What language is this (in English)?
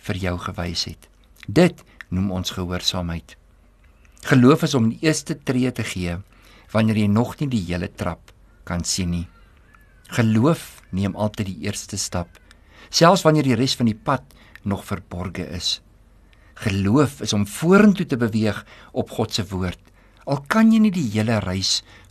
Afrikaans